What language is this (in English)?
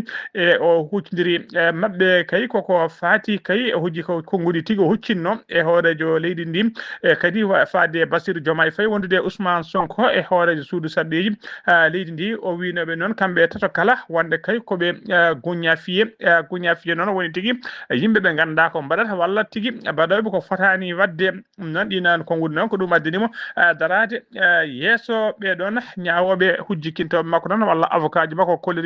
Fula